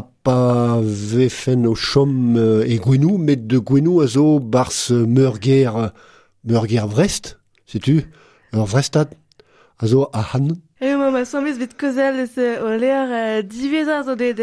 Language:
Breton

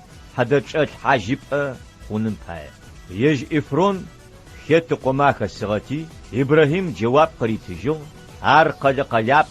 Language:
Adyghe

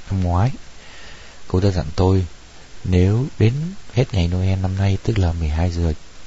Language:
Vietnamese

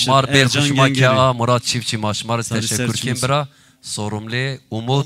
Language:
Zaza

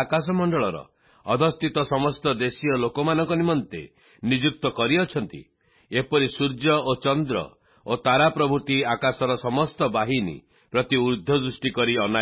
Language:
Odia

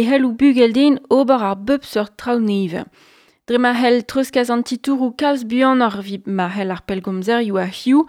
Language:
Breton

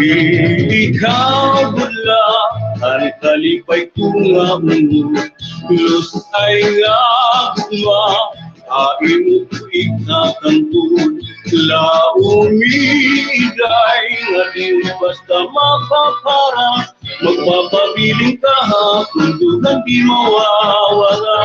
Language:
Waray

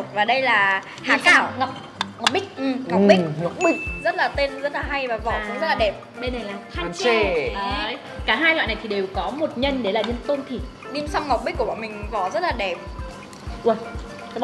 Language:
Vietnamese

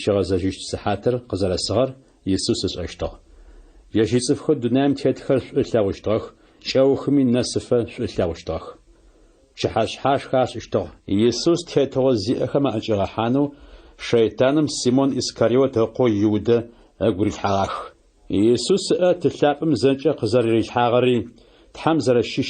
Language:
Adyghe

